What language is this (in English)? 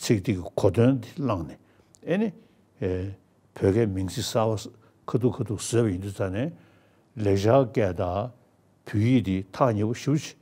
Tibetan